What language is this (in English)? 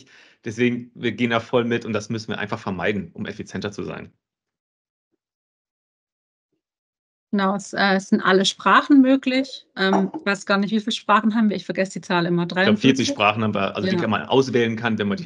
German